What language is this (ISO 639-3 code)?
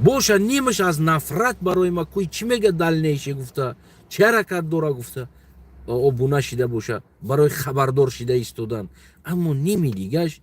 tgk